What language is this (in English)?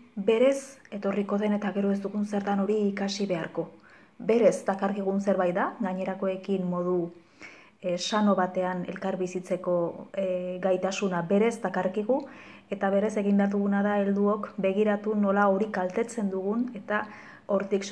Basque